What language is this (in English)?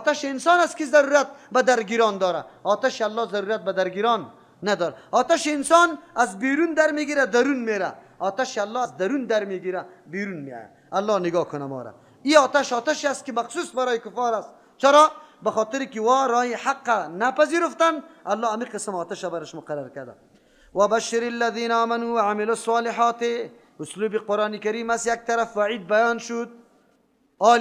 Persian